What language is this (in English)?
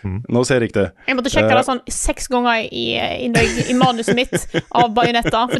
Norwegian